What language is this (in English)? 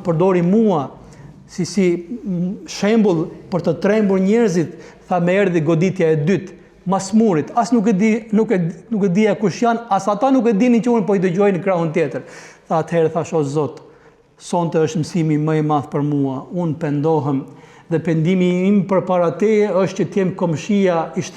Albanian